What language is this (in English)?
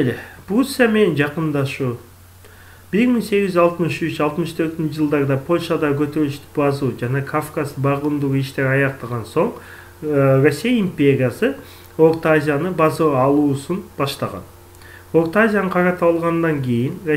Kyrgyz